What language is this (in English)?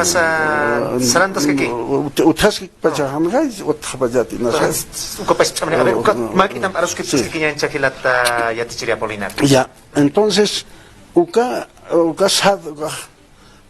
Aymara